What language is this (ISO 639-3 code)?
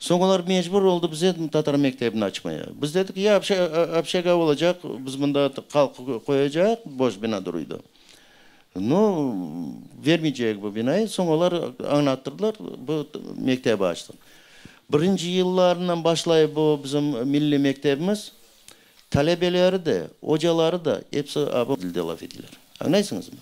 crh